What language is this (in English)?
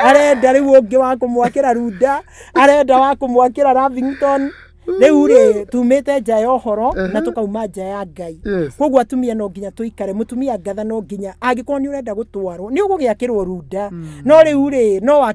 Kikuyu